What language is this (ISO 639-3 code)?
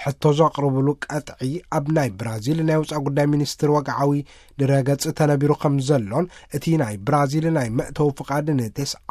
tir